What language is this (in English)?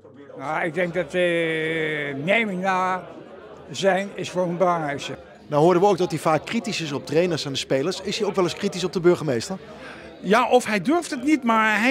Dutch